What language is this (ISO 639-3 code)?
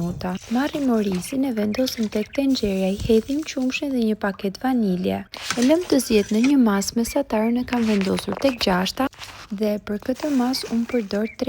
sqi